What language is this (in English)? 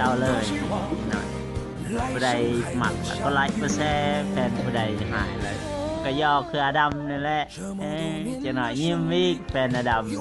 Lao